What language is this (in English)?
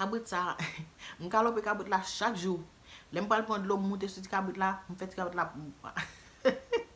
Haitian Creole